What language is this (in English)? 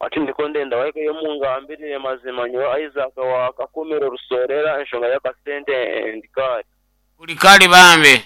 Nyankole